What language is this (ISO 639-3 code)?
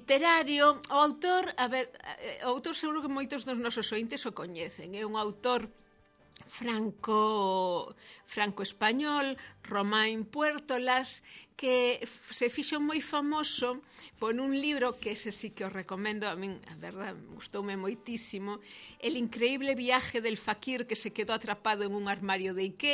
glg